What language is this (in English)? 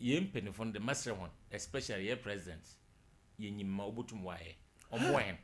Akan